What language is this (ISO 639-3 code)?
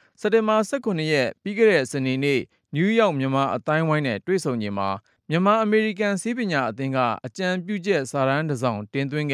mya